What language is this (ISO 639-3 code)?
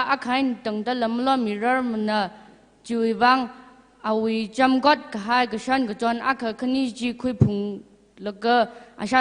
nmf